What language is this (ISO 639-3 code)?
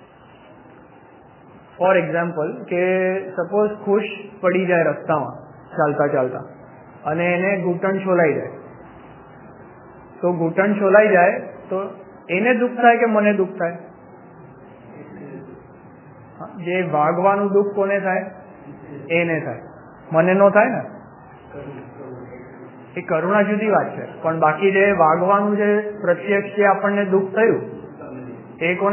guj